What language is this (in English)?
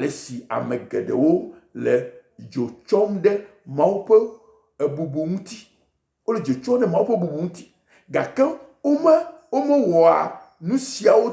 Ewe